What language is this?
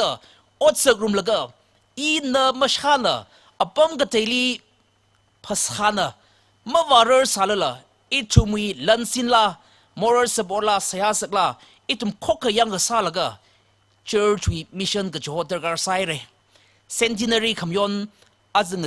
Tangkhul Naga (India)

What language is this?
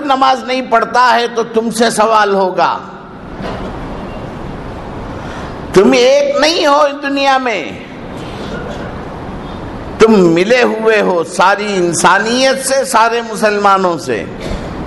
Urdu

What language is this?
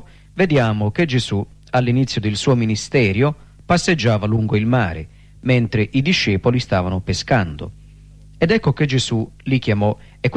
Italian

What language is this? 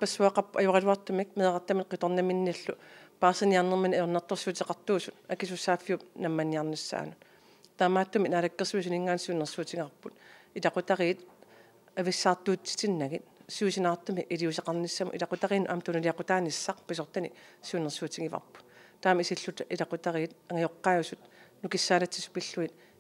Kalaallisut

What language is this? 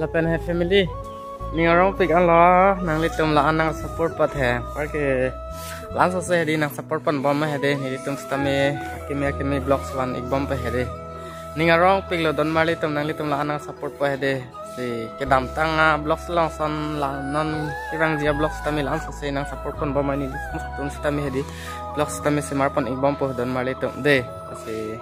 Karbi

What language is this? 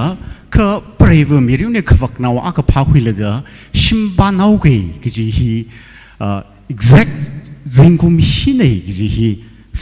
Tangkhul Naga (India)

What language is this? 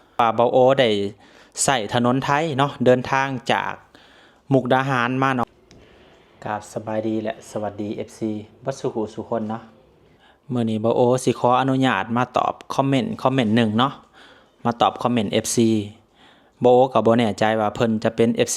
Lao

